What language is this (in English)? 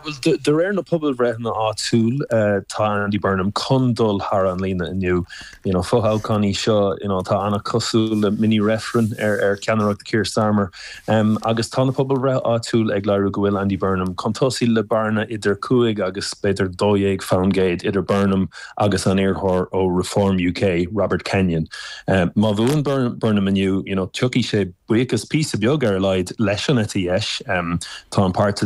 Irish